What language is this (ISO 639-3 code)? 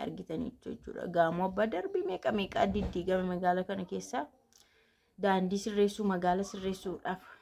orm